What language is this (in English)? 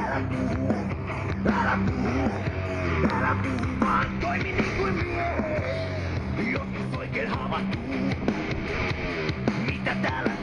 Finnish